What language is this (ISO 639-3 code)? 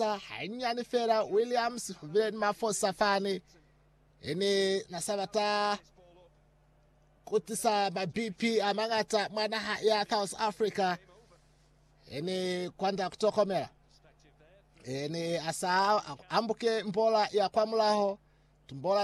loz